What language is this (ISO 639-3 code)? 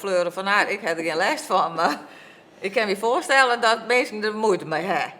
fry